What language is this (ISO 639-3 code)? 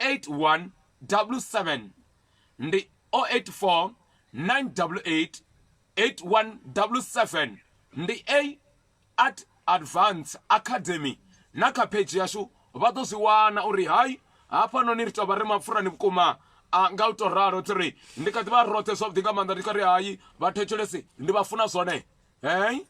ven